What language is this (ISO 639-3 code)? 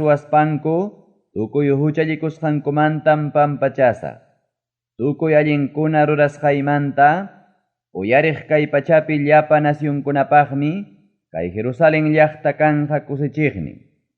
quy